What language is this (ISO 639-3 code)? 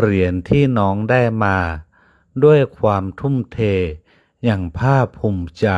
lao